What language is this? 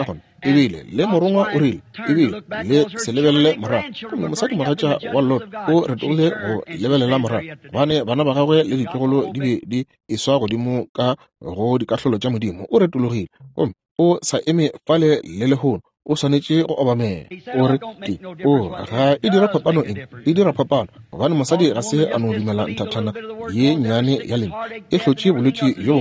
Northern Sotho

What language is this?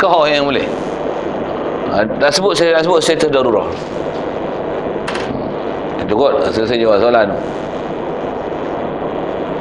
Malay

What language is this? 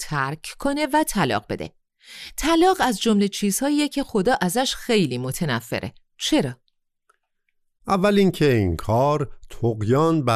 Persian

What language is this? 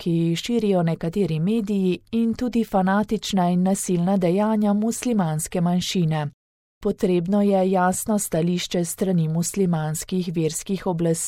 Slovenian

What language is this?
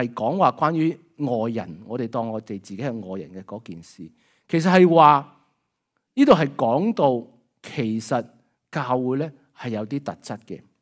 Cantonese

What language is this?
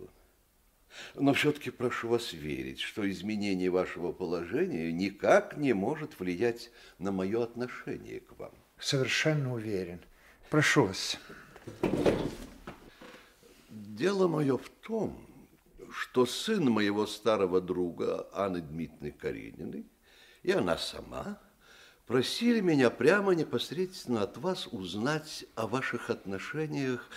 Russian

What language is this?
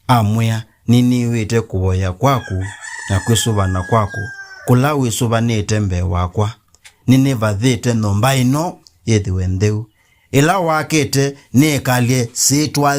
Kamba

